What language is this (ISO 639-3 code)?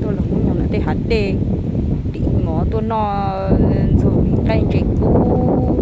hmn